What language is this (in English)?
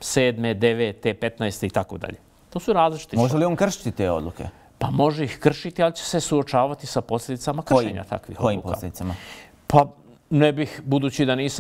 Bosnian